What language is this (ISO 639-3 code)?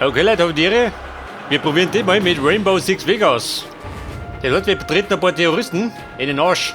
bar